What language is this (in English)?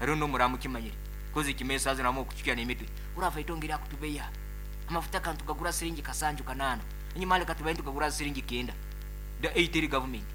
Nyankole